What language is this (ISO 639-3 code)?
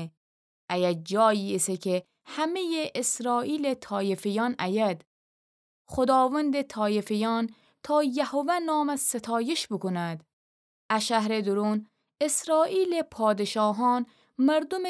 glk